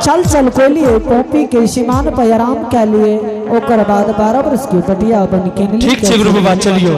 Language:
Angika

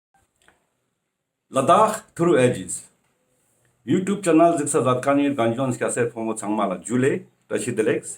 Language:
Ladakhi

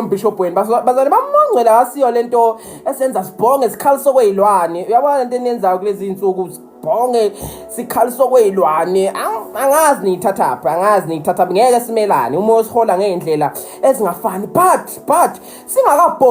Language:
Zulu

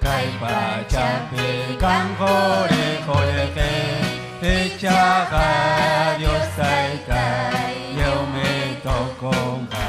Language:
Ayacucho Quechua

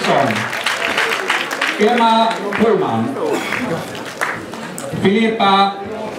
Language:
Swedish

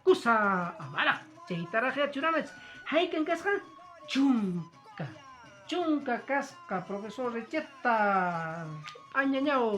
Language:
Quechua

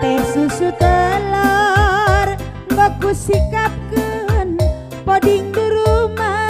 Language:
Batak Karo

